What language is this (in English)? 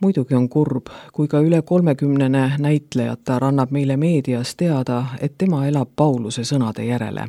Estonian